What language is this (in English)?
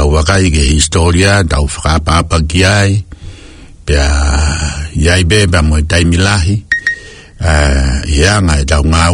Tongan